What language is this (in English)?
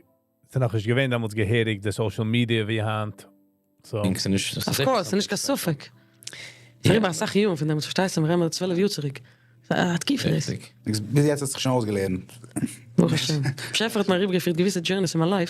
Yiddish